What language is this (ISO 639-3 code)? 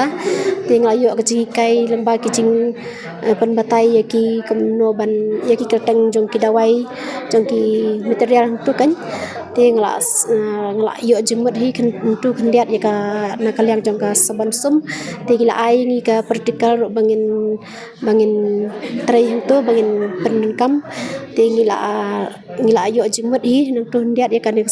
kha